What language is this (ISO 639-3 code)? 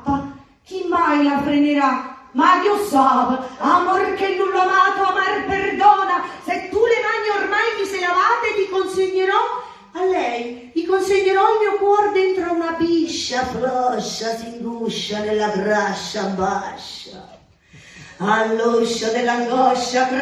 nap